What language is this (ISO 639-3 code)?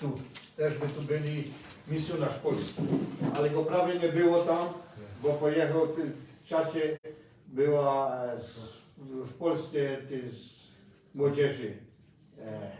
szl